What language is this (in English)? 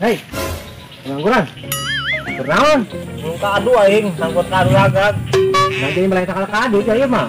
Sundanese